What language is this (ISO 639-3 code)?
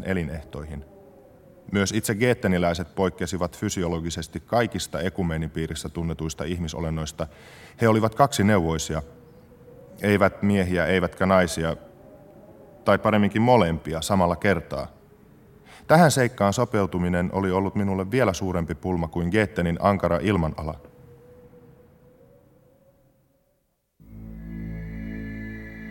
fin